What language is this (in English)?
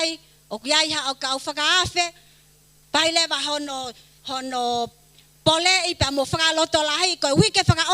Tongan